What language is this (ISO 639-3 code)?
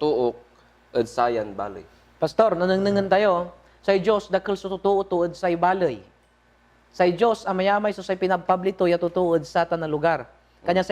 pag